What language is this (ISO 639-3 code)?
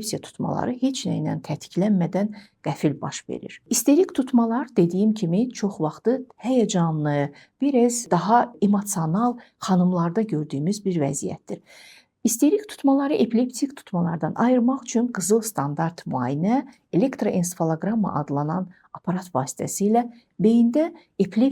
aze